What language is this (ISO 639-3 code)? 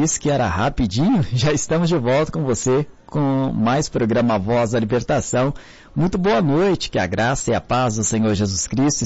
por